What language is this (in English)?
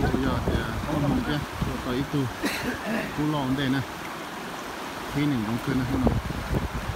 Vietnamese